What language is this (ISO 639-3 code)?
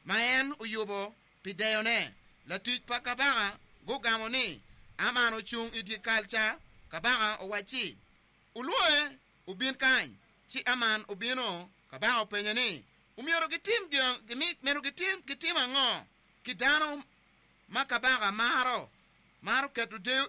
ach